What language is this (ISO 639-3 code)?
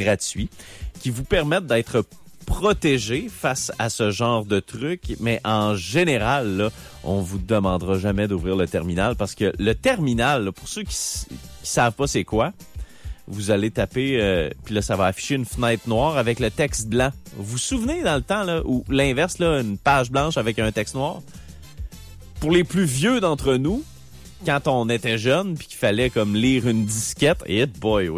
fra